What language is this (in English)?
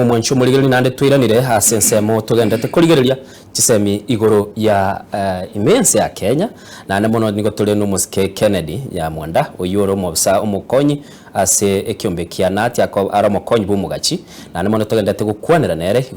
Gusii